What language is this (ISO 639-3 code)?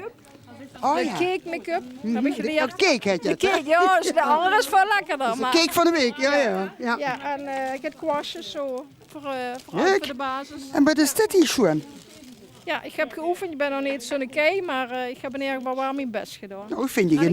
lim